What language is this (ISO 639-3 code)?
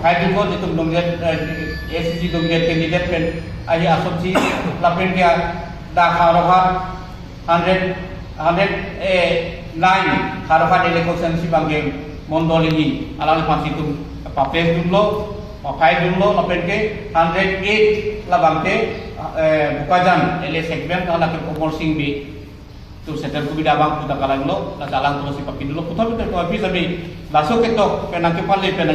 mjw